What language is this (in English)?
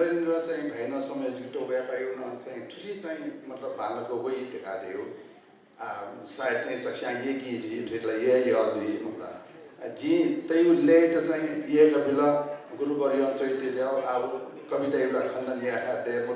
Newari